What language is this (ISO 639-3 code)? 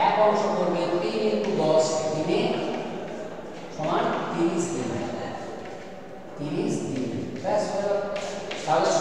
ben